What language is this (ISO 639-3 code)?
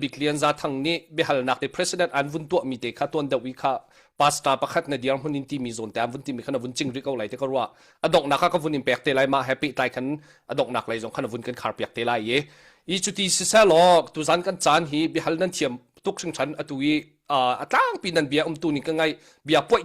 cnh